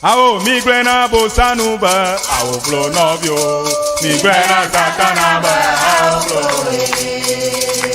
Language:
Ewe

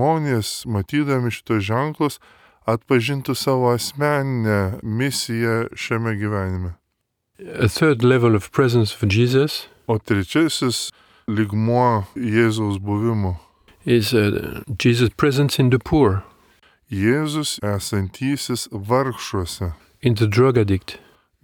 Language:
Lithuanian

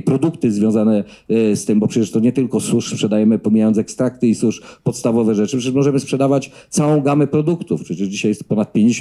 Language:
Polish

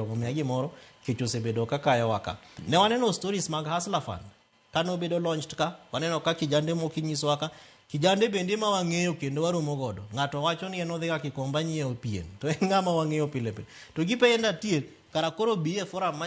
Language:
Luo (Kenya and Tanzania)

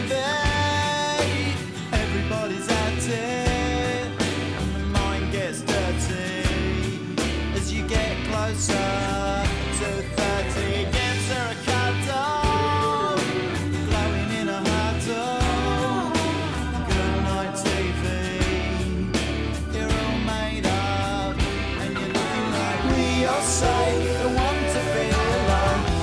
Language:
English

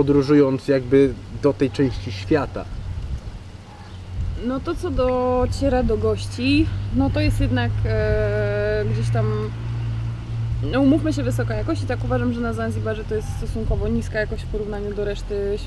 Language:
Polish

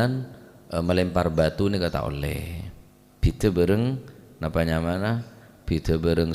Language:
Madurese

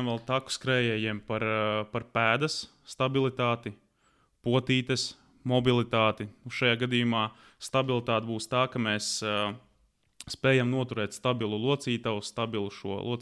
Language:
Latvian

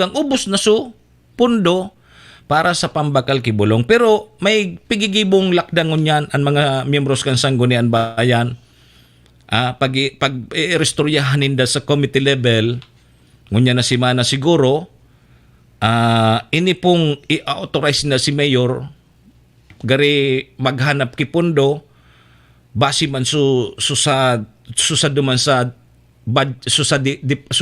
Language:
Bikol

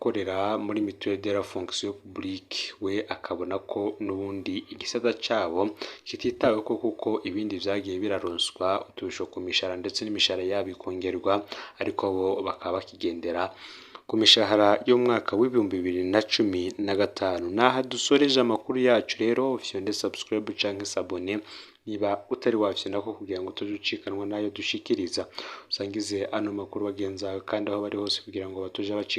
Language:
Rundi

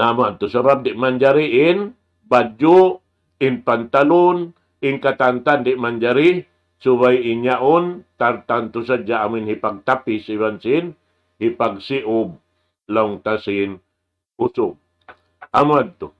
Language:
Tausug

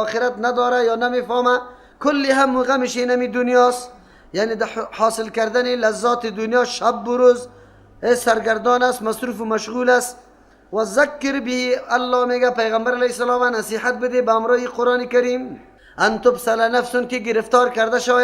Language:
Persian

